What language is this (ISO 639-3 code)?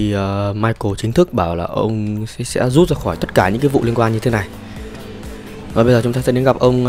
vie